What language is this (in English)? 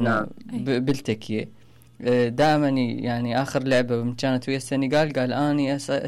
Mesopotamian Arabic